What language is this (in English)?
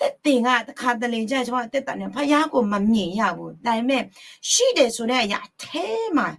Akha